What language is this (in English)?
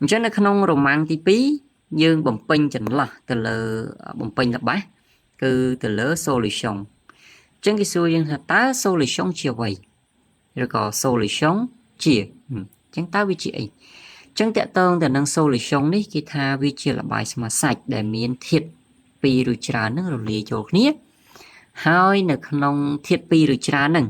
Khmer